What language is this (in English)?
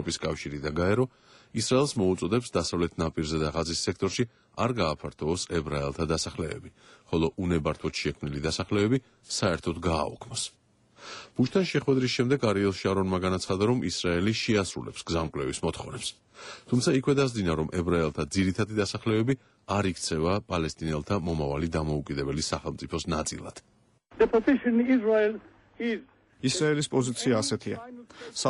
Georgian